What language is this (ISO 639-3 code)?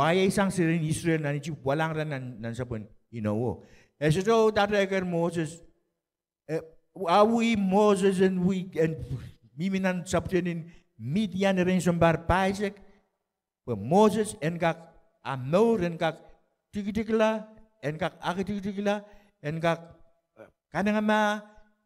pon